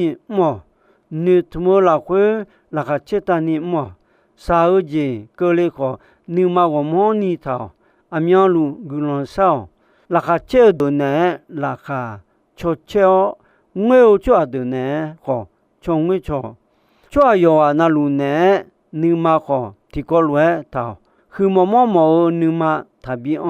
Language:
Akha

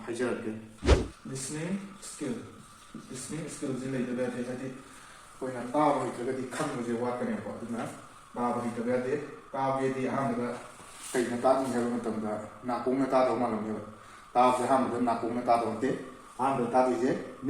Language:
Manipuri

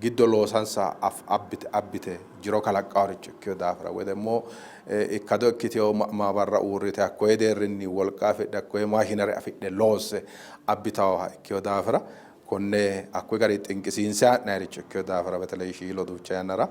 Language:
Sidamo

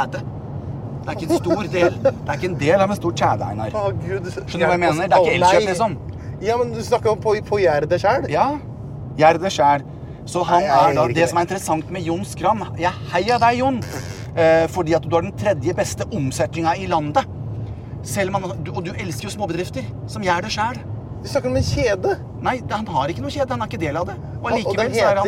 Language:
Norwegian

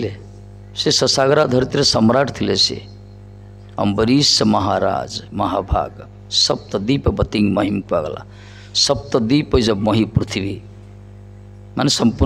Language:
Odia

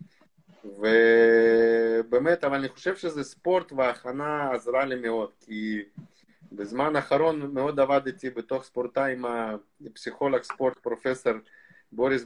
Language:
Hebrew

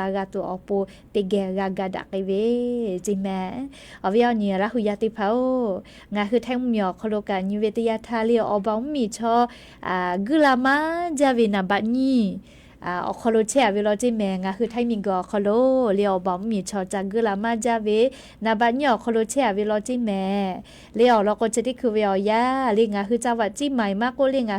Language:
Lahu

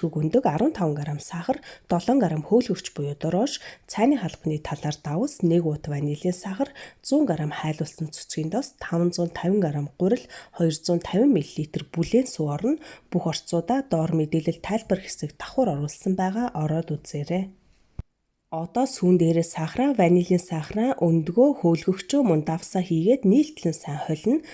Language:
Mongolian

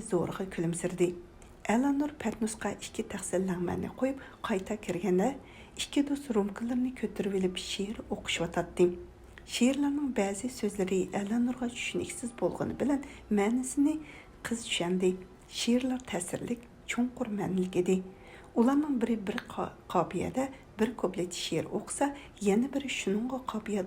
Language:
Uyghur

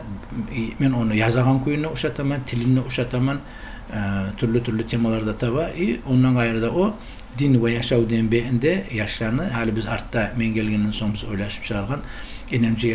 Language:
Kumyk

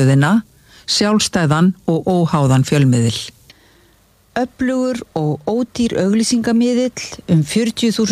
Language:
Icelandic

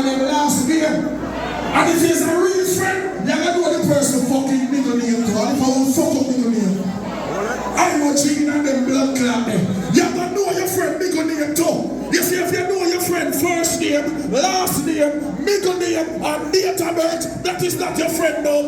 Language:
Jamaican Creole English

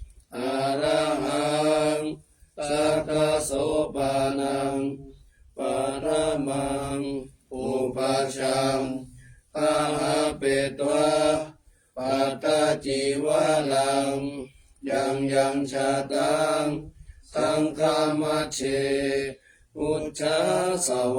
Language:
Pali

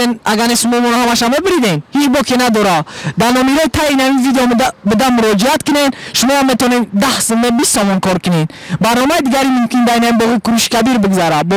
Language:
Tajik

